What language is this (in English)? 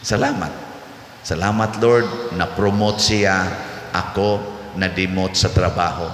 Cebuano